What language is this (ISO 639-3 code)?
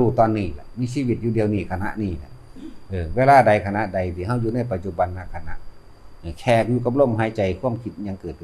tts